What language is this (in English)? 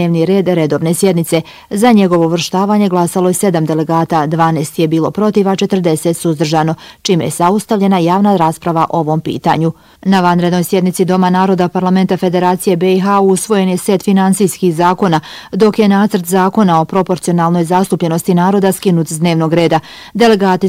Bosnian